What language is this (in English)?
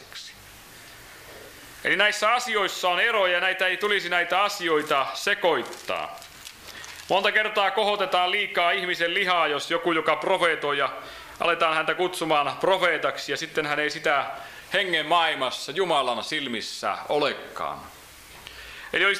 Finnish